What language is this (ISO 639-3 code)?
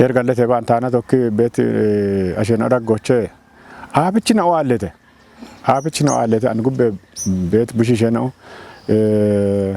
kbr